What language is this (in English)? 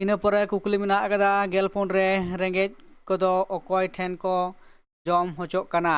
Santali